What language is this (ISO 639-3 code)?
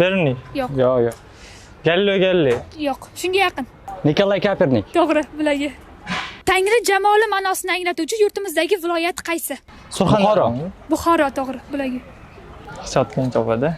uzb